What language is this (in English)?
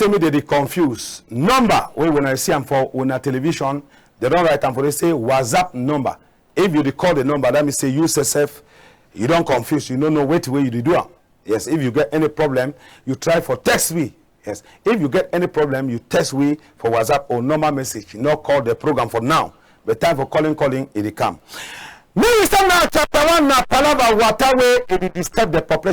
Cameroon Pidgin